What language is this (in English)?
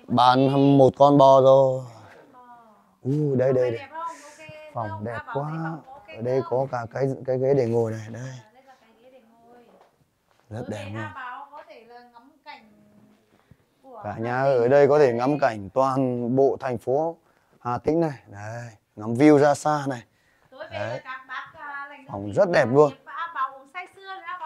Vietnamese